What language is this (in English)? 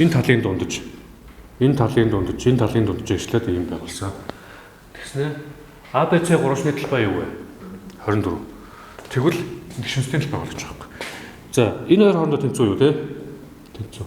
Mongolian